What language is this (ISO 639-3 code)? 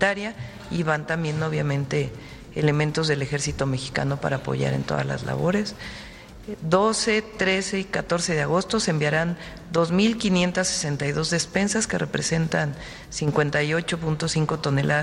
spa